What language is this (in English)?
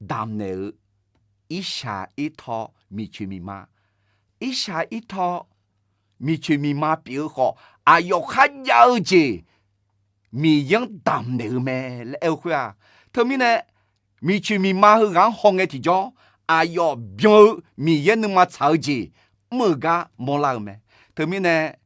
Akha